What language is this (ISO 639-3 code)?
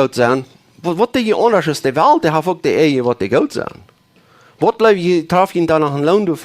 pdt